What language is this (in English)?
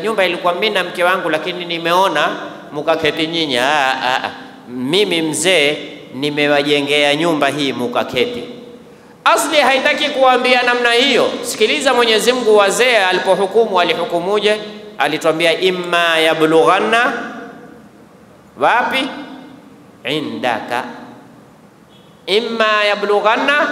Swahili